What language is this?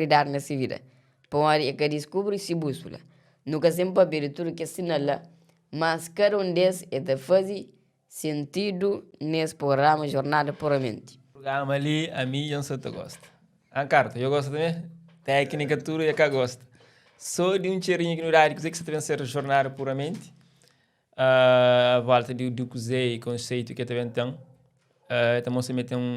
Kabuverdianu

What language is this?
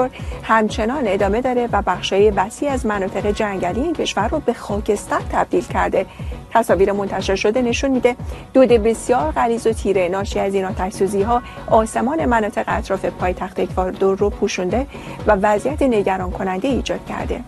Persian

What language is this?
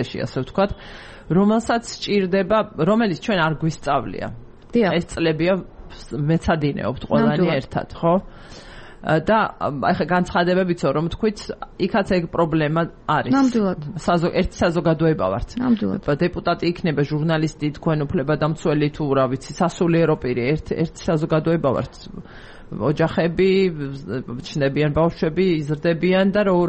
Georgian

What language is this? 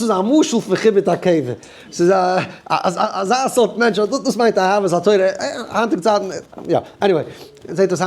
Yiddish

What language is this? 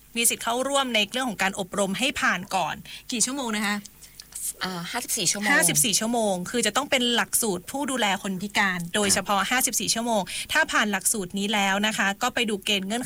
Thai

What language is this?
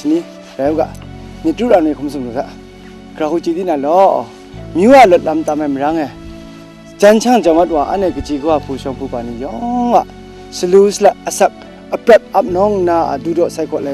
Kachin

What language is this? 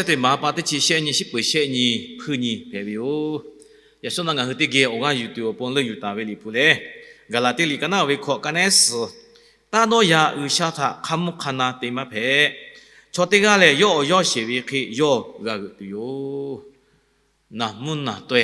Lahu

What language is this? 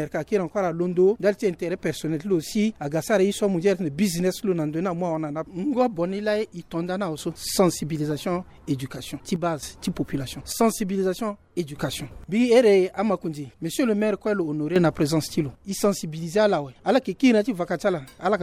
Sango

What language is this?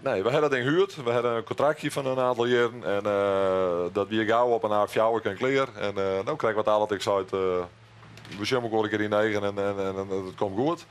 Western Frisian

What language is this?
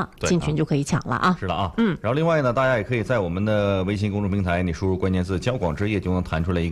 Chinese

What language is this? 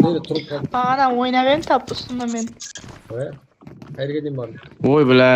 Kara-Kalpak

